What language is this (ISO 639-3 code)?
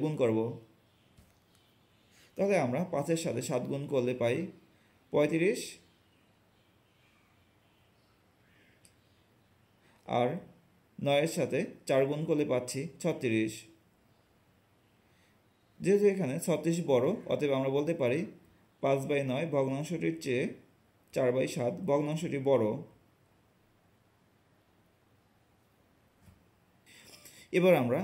ben